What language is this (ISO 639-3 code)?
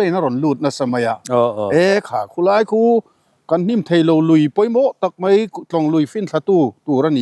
lus